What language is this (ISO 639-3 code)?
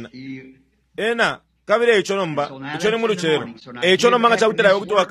bem